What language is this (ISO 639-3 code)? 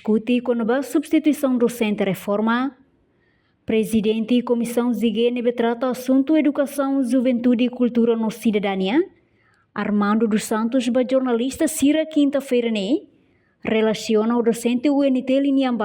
tet